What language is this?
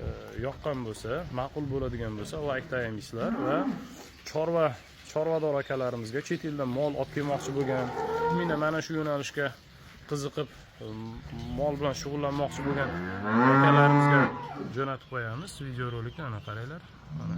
Uzbek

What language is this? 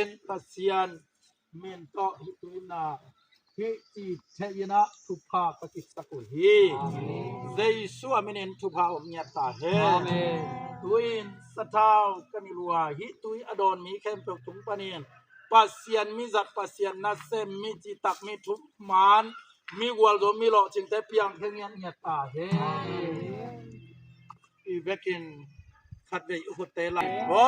Tedim Chin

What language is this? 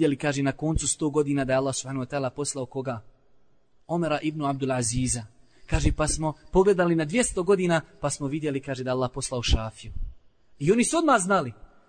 Bosnian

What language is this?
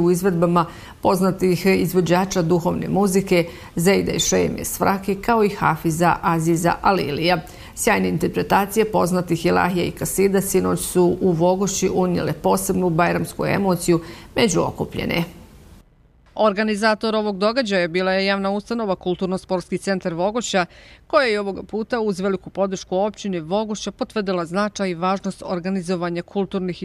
Bosnian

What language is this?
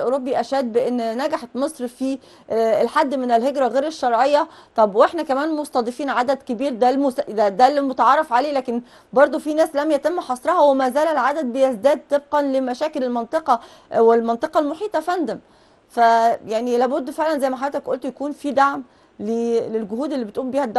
Egyptian Arabic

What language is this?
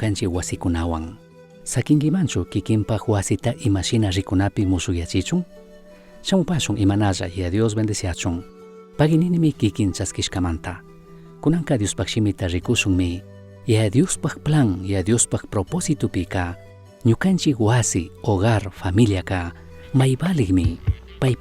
Chimborazo Highland Quichua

